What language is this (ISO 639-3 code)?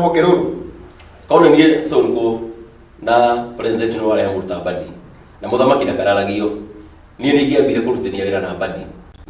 kik